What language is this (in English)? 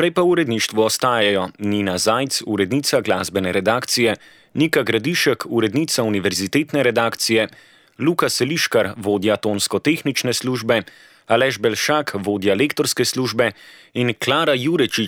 Slovenian